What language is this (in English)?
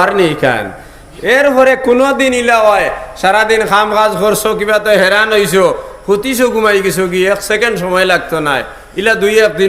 Sylheti